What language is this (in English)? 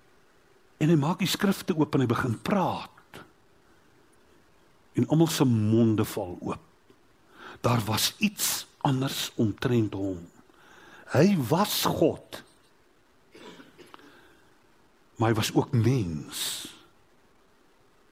Afrikaans